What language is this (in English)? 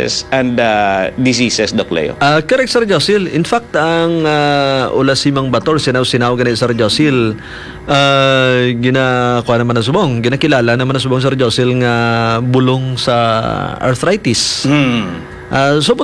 Hiligaynon